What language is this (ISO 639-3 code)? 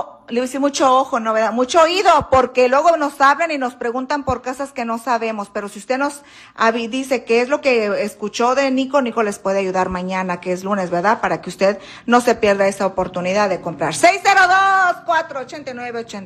spa